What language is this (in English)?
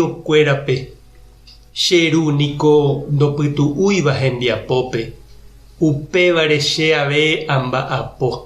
Guarani